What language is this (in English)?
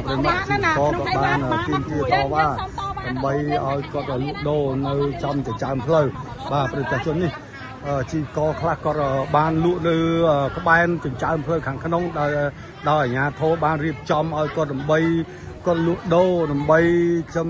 Khmer